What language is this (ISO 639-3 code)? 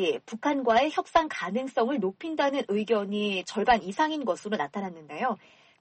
kor